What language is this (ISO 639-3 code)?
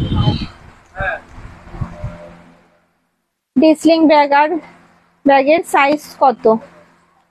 ben